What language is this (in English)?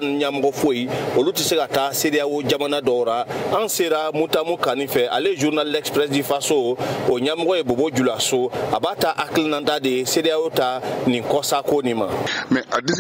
Bambara